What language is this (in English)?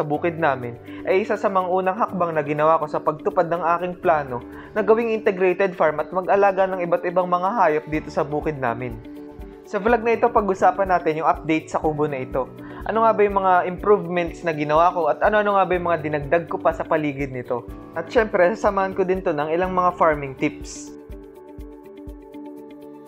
Filipino